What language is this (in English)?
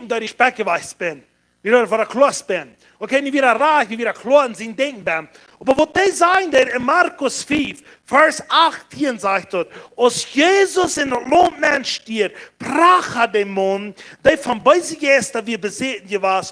Plautdietsch